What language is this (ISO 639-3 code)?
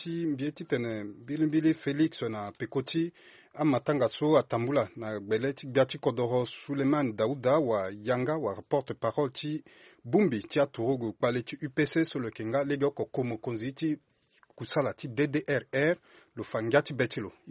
sag